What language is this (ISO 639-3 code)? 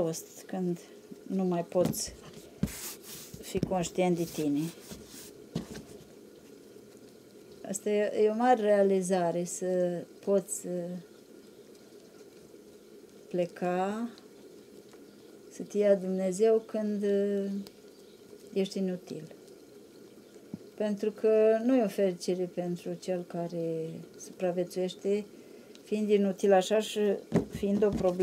ron